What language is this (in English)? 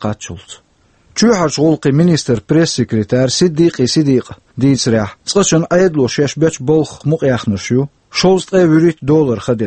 Chechen